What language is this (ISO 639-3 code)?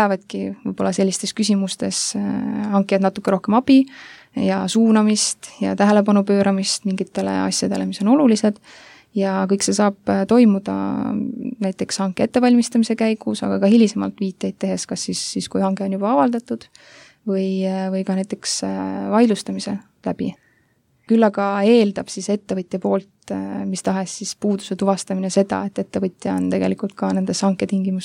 est